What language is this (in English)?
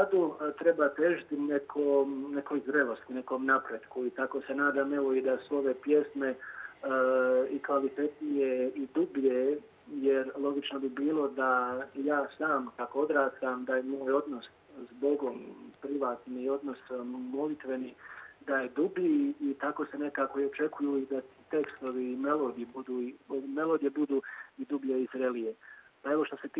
Croatian